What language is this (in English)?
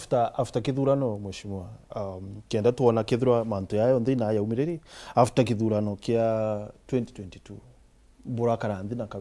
Meru